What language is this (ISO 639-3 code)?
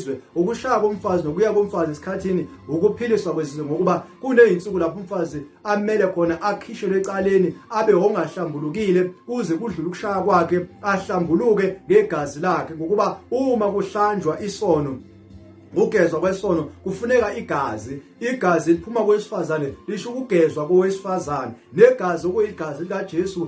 zul